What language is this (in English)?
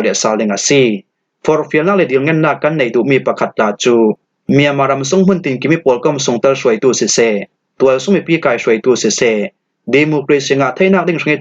Falam Chin